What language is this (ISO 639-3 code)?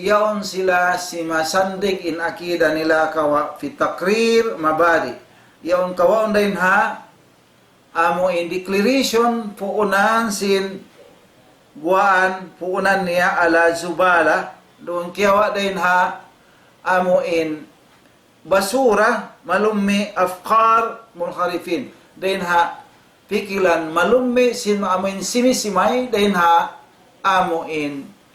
tsg